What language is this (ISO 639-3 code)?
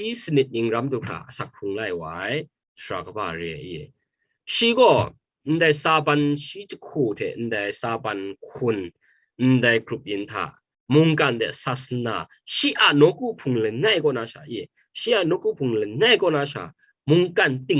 kac